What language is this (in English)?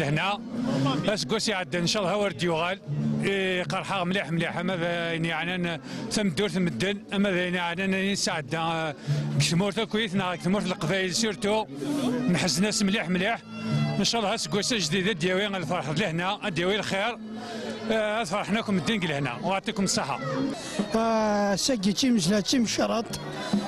Kabyle